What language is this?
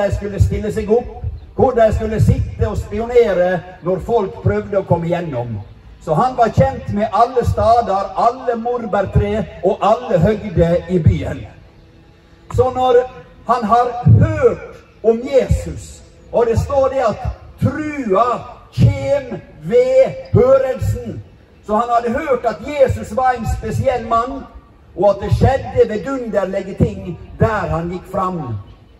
Norwegian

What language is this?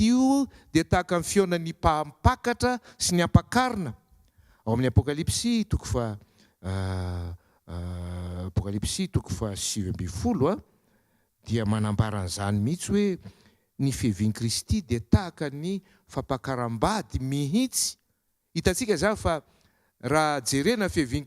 Malagasy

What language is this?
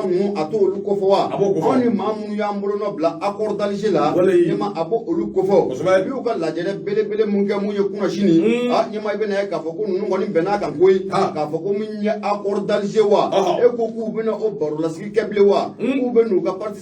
Bambara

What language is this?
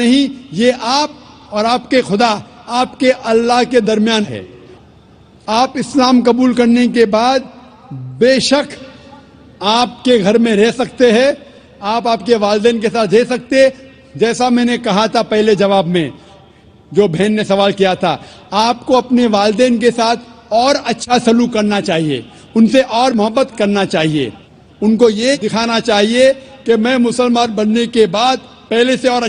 Urdu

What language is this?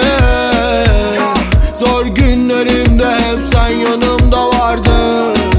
Turkish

